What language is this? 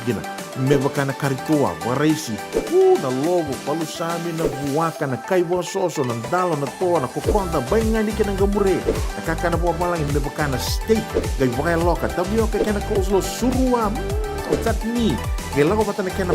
Fijian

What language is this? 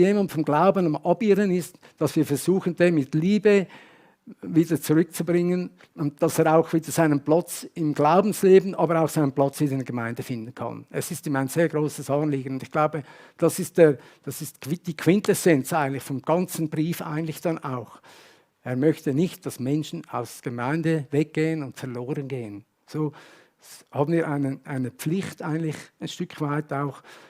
Swiss German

